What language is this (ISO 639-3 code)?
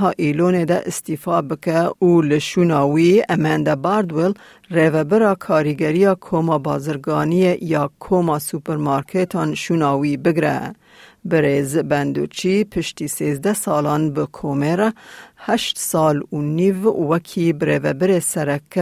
kur